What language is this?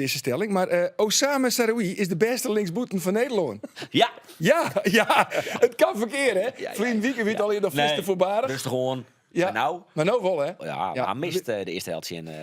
Western Frisian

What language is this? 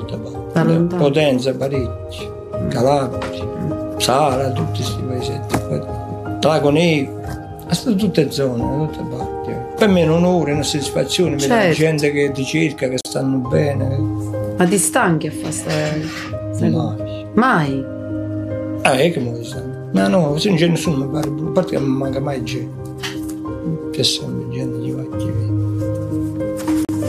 Italian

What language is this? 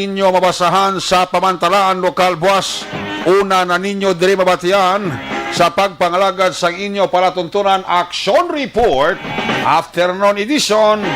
Hiligaynon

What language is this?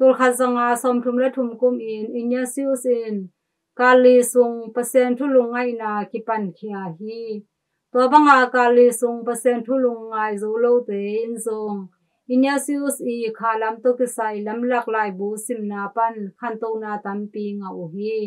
Tedim Chin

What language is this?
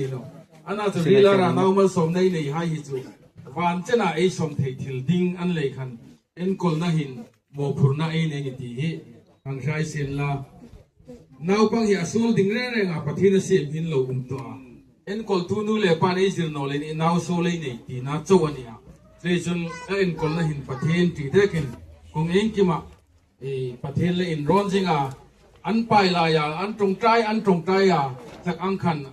Hmar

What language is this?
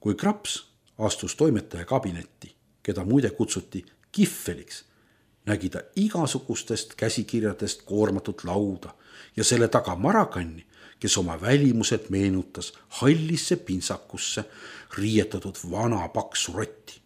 Estonian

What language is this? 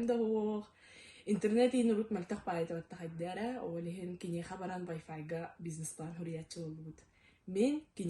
Yakut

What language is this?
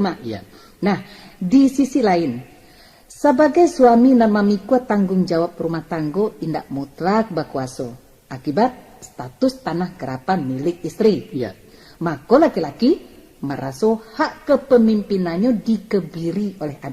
Minangkabau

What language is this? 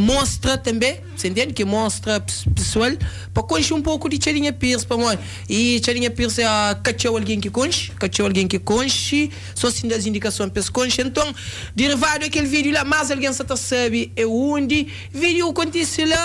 Kabuverdianu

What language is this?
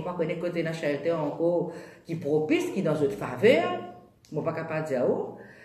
Morisyen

